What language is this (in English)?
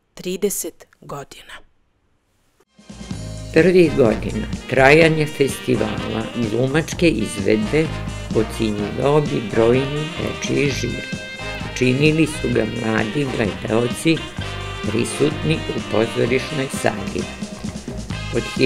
Serbian